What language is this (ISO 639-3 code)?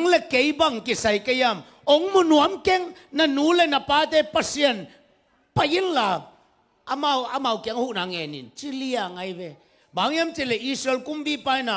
ctd